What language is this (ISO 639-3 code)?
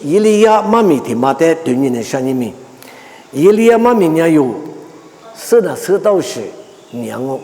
lis